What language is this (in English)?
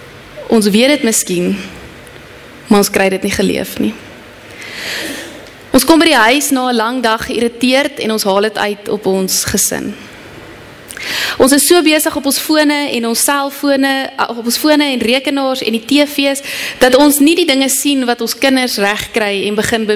Afrikaans